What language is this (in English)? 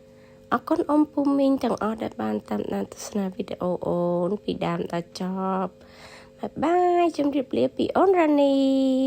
Khmer